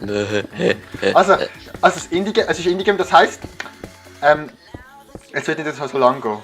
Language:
Swiss German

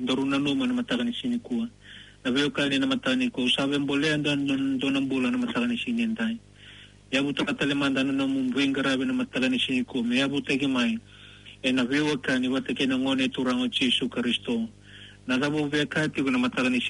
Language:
Fijian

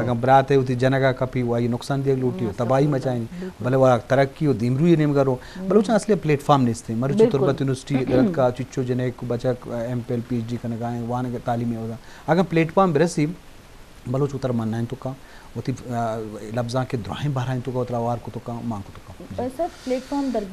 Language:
Eastern Balochi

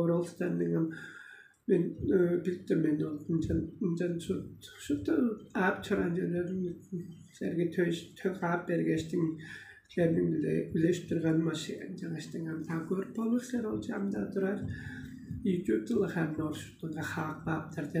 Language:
Tuvinian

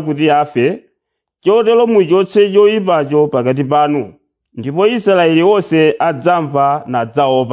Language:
Nyanja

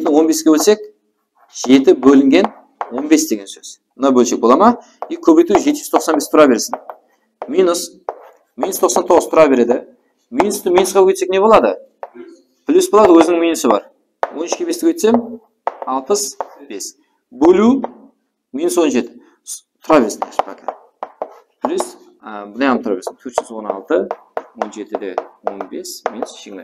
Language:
Kara-Kalpak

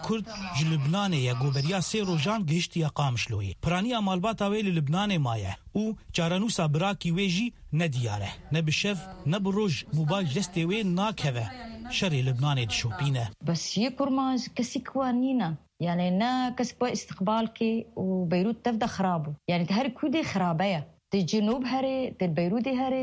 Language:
Kurdish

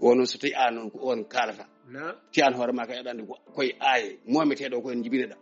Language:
Fula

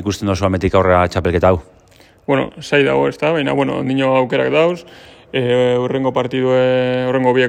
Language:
Basque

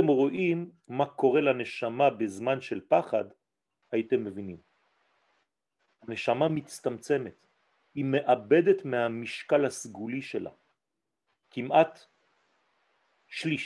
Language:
Hebrew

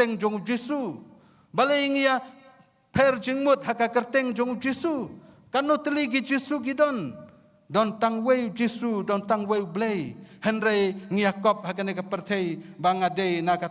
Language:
Khasi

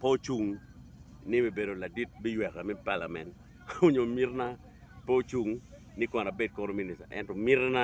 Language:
Acoli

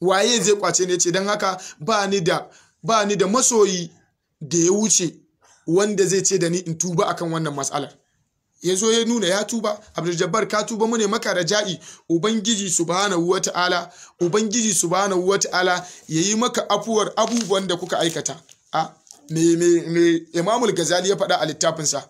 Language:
Hausa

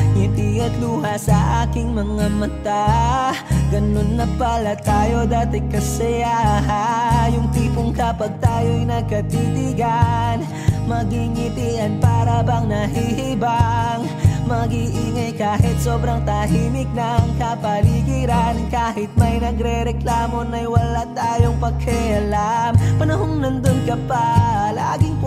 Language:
Filipino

